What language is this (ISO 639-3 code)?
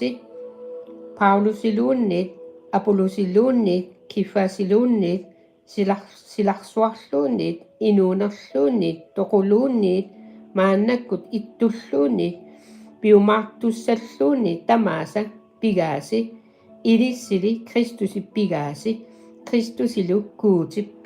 kal